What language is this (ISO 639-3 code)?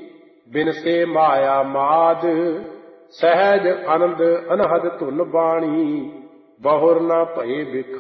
pan